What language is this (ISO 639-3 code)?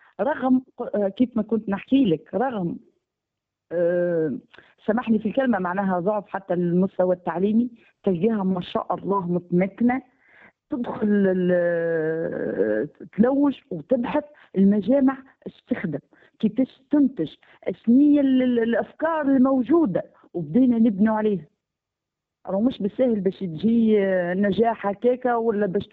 aeb